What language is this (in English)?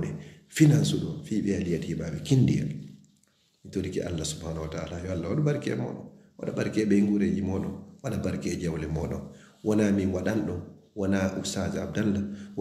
Fula